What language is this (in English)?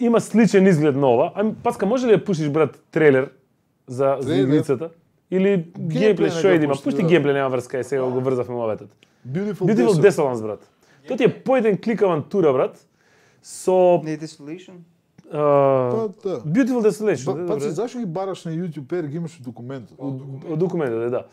Macedonian